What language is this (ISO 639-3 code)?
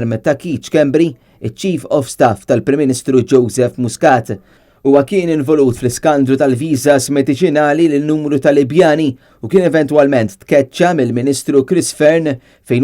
mlt